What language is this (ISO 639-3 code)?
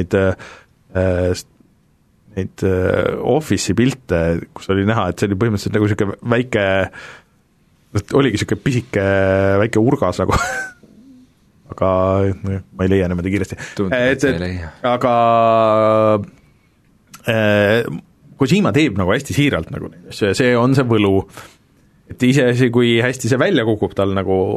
est